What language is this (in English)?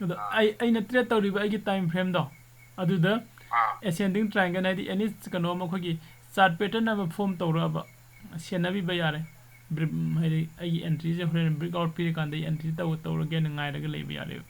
Manipuri